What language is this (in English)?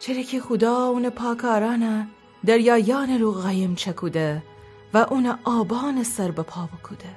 Gilaki